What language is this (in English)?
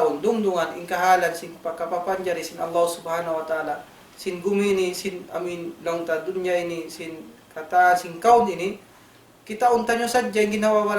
Tausug